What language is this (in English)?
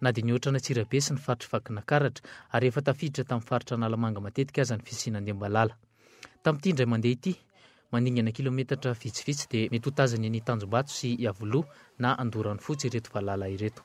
Malagasy